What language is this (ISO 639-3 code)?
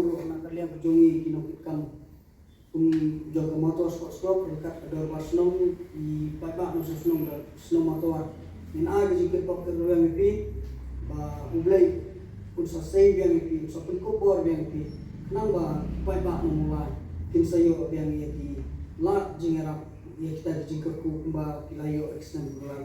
kha